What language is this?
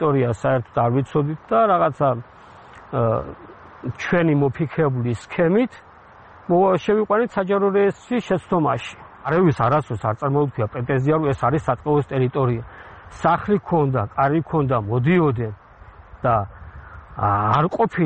Georgian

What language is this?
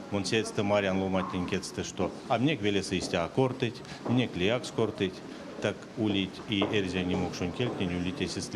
Erzya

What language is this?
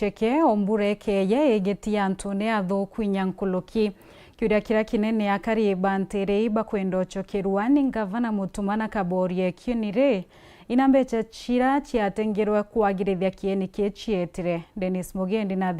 Meru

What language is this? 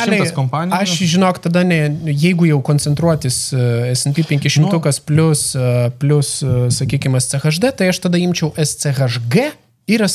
Lithuanian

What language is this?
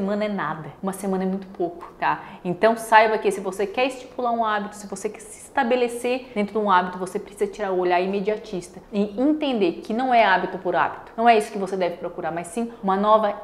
Portuguese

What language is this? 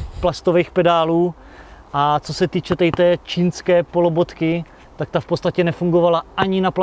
Czech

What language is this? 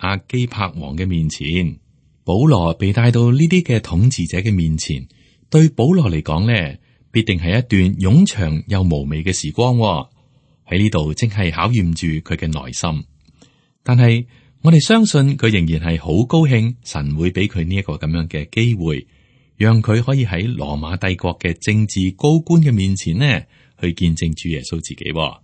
Cantonese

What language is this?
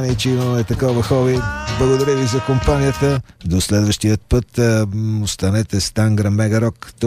Bulgarian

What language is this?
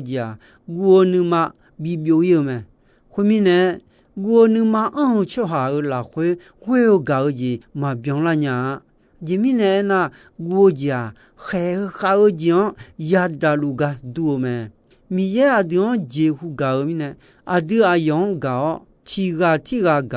Akha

